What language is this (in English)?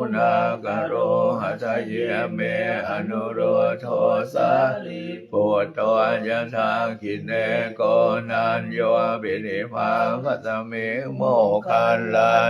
Pali